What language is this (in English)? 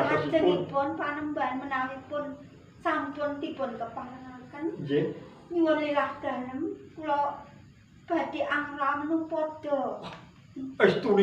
Javanese